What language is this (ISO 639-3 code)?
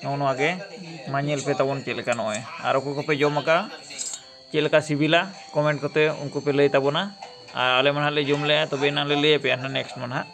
sat